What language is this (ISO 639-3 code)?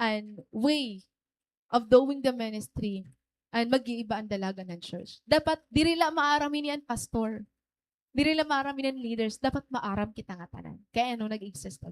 war